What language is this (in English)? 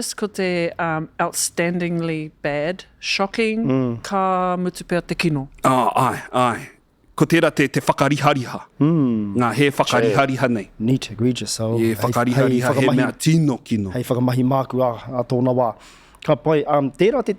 Māori